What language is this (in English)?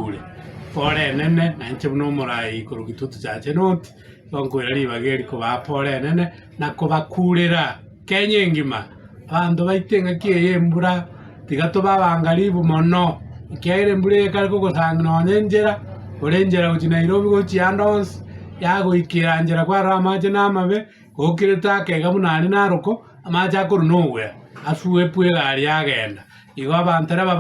Gusii